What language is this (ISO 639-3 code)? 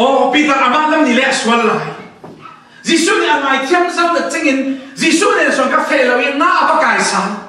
cfm